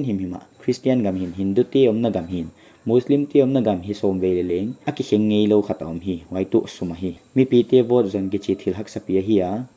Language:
Paite Chin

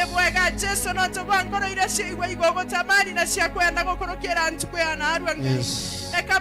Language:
Meru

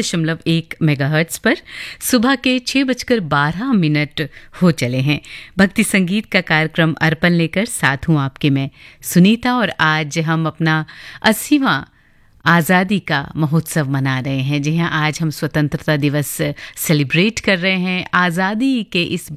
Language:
Hindi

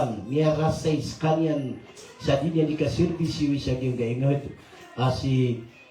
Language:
Maranao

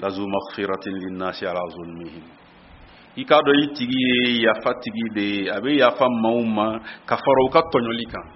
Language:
Bambara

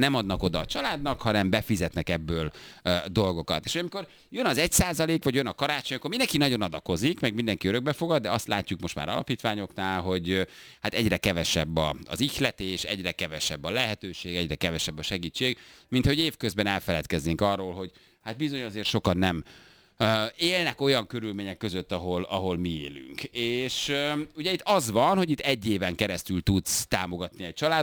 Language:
Hungarian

